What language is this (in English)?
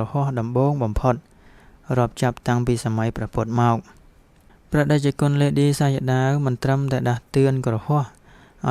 Khmer